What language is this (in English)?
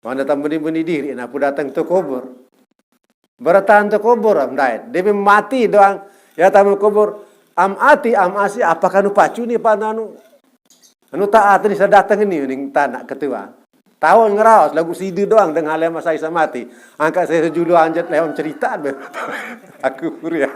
Sasak